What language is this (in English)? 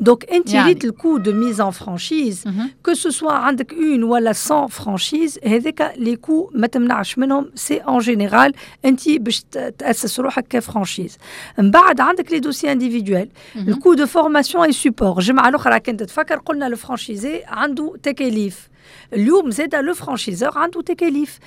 Tunisian Arabic